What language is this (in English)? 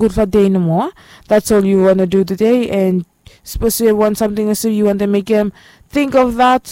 Bislama